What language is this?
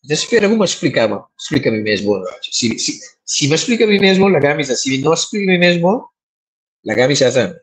Papiamento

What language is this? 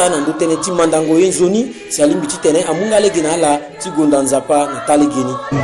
Sango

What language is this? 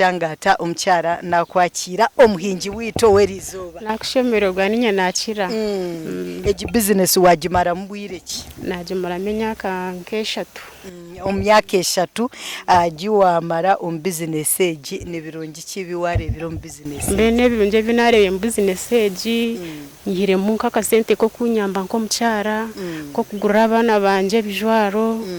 Nyankole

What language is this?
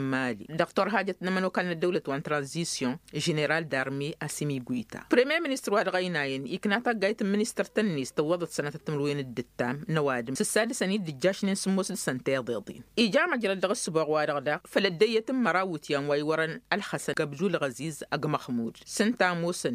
Tamasheq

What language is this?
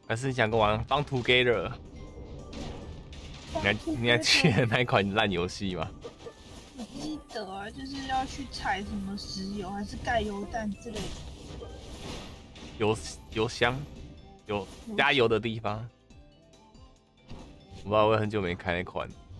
Chinese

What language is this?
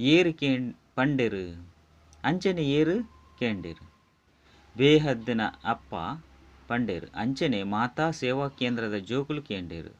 Tulu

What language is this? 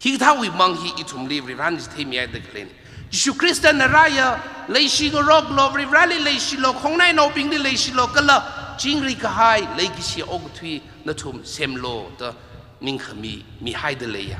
Tangkhul Naga (India)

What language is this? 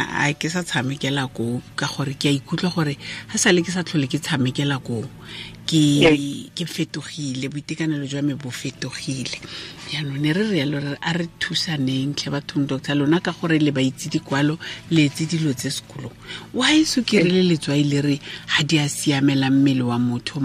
Tswana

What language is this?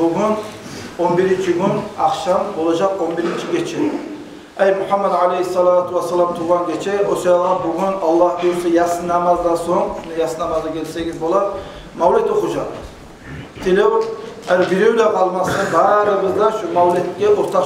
Kumyk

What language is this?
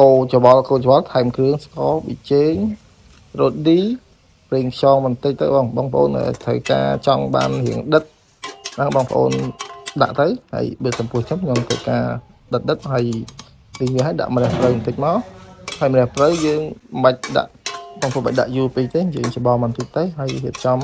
Khmer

